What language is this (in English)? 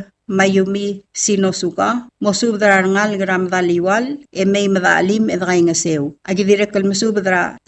Palauan